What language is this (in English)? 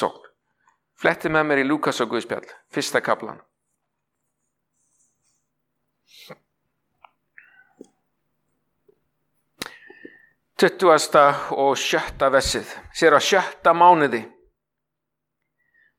Icelandic